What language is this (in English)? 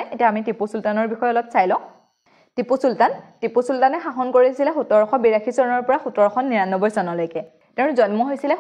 Assamese